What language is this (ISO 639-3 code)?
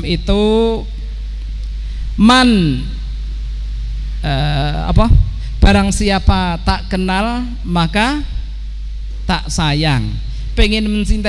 ind